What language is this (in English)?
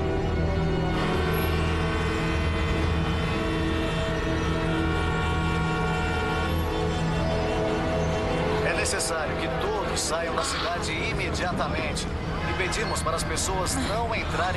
Portuguese